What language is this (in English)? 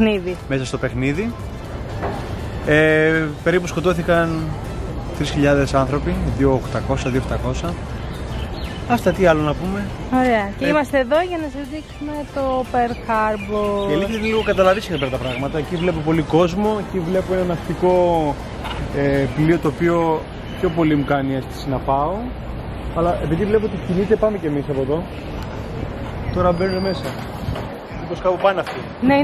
Greek